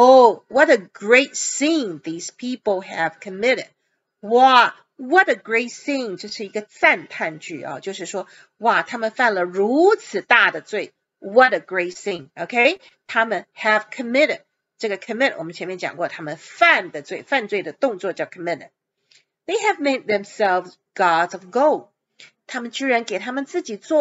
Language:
Chinese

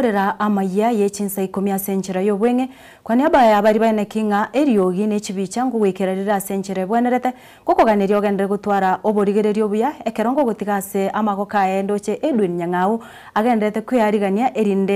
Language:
Gusii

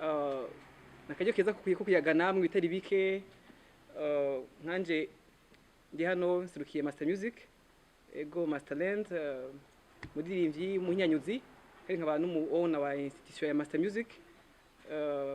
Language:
Rundi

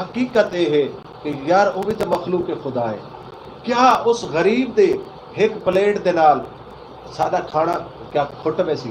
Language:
Saraiki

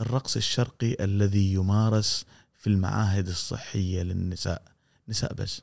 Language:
Gulf Arabic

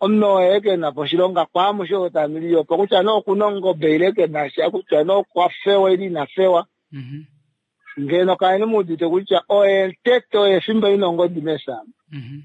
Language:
Kuanyama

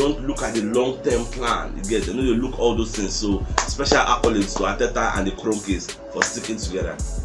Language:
Nigerian Pidgin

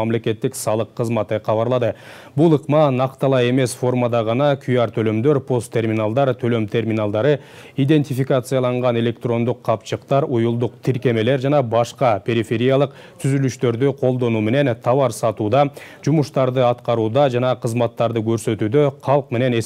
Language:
Kyrgyz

